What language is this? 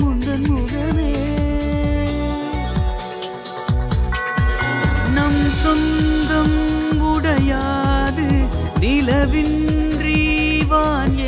Tamil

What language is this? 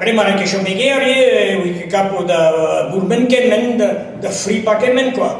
Breton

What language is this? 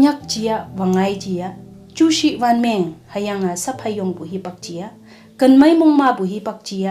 Konyak Naga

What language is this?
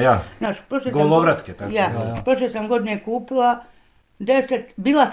Bosnian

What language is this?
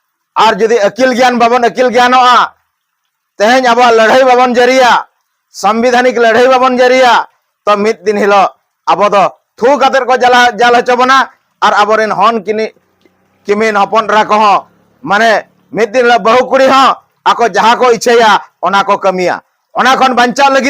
Santali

